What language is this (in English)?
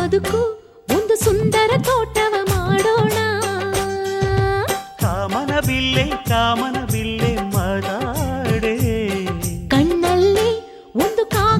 Kannada